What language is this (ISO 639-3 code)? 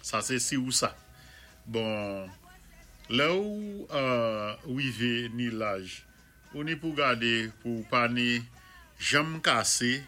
acf